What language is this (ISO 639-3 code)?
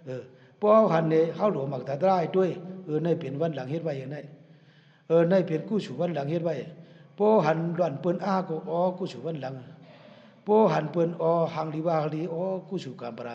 shn